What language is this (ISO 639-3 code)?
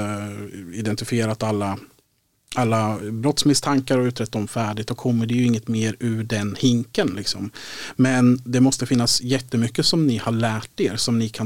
swe